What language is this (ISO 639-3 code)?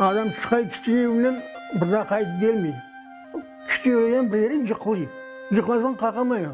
crh